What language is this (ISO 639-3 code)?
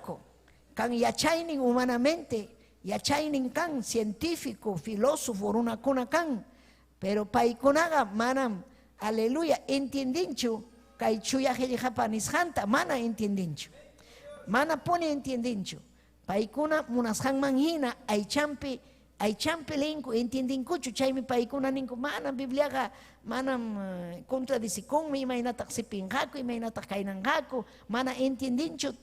quy